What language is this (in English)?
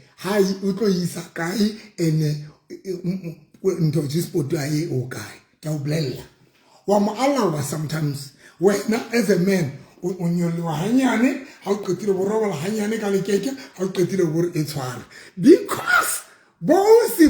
Southern Sotho